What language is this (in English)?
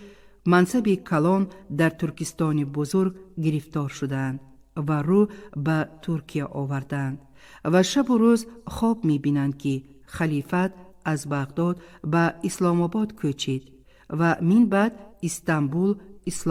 Tajik